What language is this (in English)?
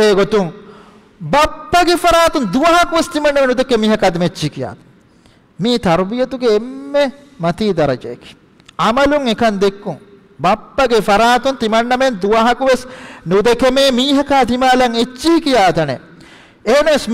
Divehi